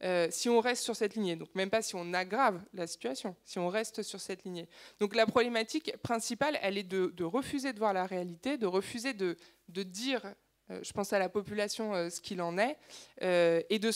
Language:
French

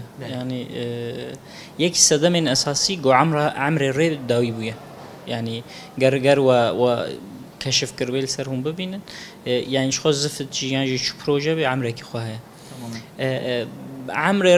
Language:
Kurdish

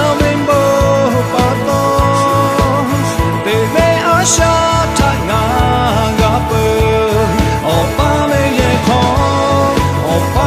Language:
Lahu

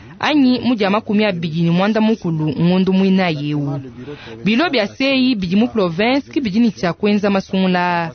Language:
Luba-Lulua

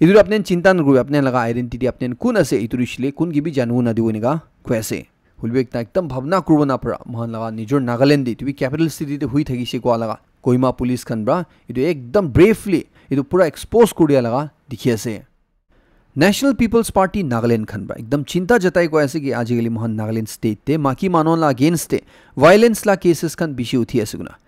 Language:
Naga Pidgin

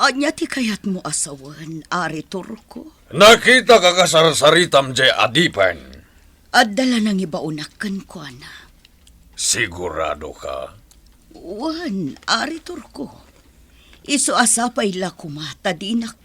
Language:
Iloko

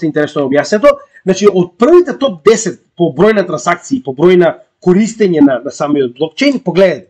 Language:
Macedonian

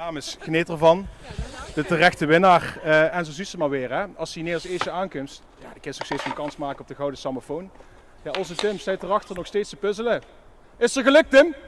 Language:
Limburgish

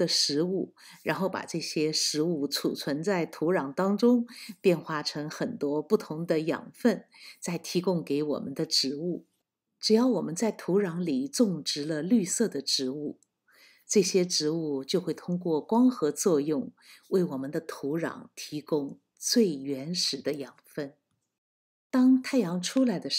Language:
Chinese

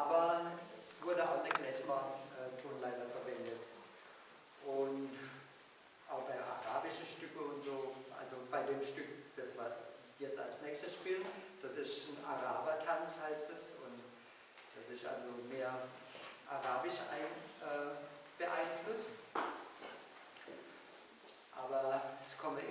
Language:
German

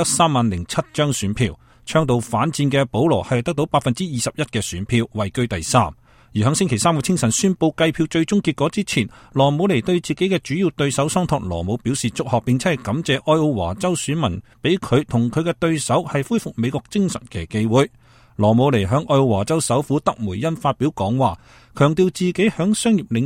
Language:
Cantonese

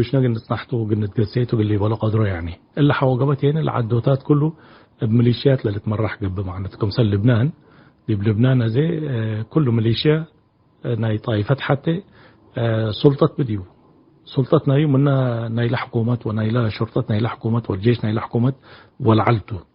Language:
Tigre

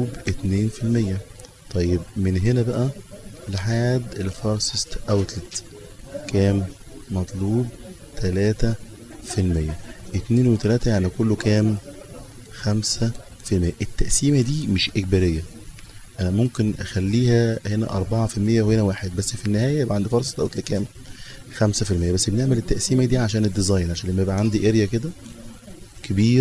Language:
Egyptian Arabic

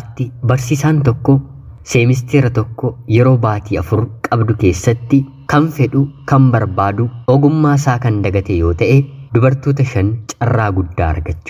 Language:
Oromo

